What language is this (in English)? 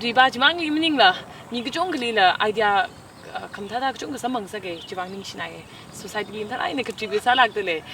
Tangkhul Naga (India)